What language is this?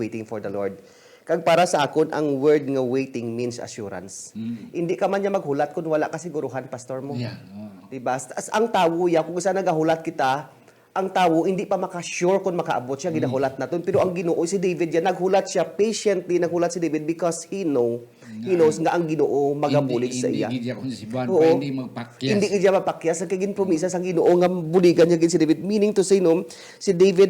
Hiligaynon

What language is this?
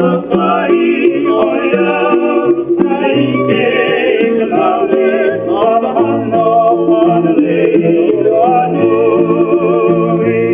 Hawaiian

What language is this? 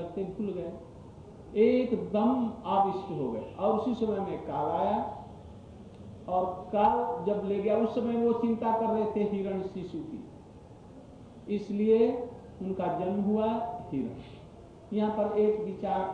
Hindi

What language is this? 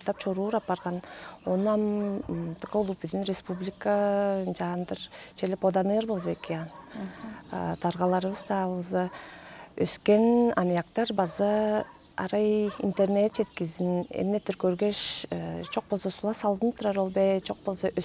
Tuvinian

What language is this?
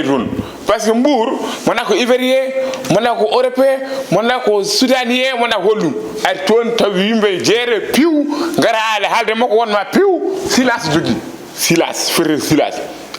Fula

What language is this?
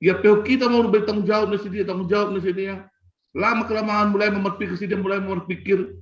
Batak Simalungun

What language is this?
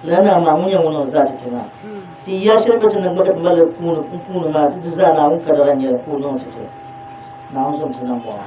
Dagbani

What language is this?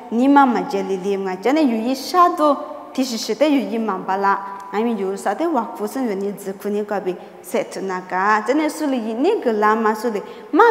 Lisu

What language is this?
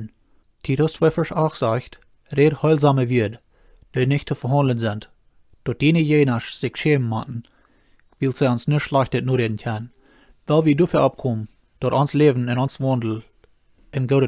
Plautdietsch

